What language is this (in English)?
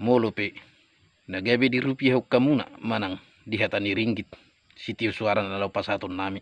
Batak Toba